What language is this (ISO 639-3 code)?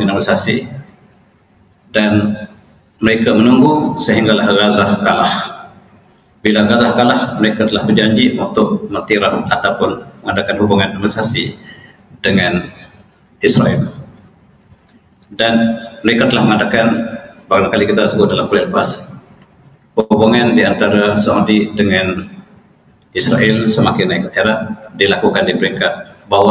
msa